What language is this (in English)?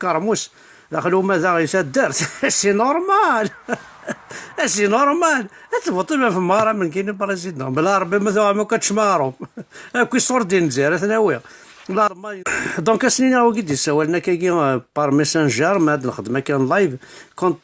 Kabyle